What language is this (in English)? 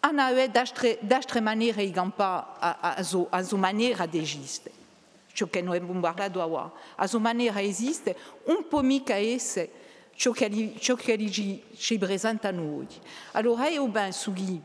Corsican